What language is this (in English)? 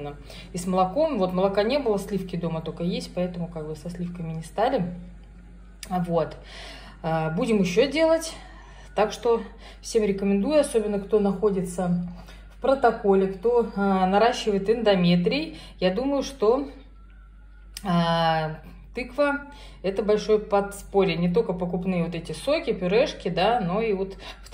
Russian